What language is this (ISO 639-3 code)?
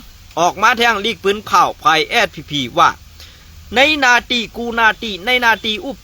shn